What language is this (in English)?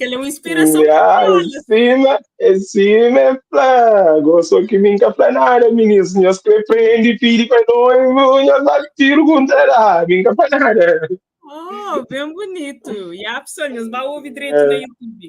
Kabuverdianu